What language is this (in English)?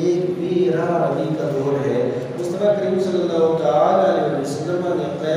Urdu